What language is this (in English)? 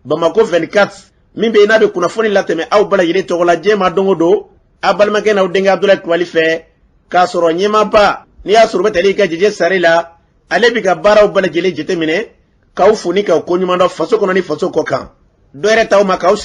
Bambara